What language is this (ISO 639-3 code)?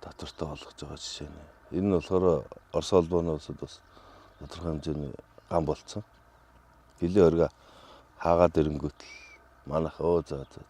mon